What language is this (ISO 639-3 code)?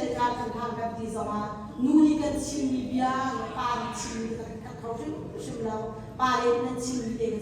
cnh